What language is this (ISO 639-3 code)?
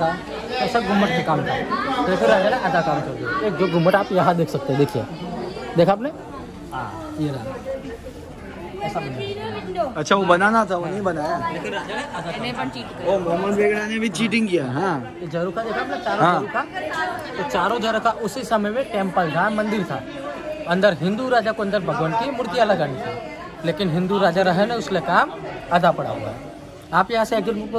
hin